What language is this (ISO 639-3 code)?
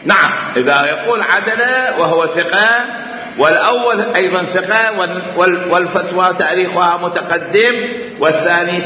acm